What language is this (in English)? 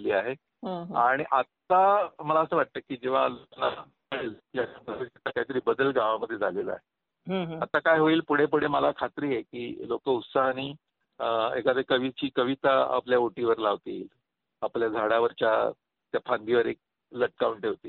Marathi